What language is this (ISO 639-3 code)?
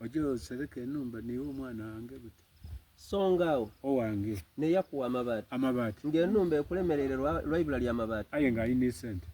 xog